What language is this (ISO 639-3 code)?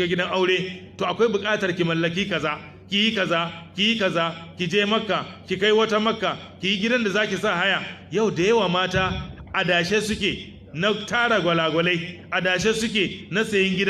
hau